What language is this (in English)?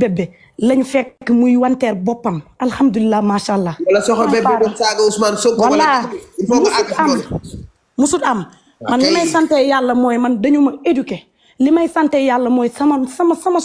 Wolof